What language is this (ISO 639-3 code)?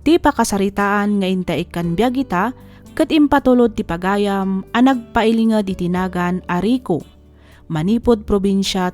ilo